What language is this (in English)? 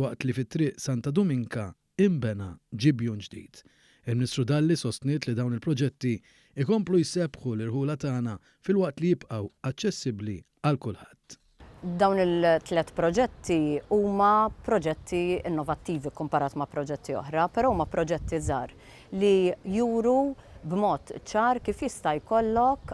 Maltese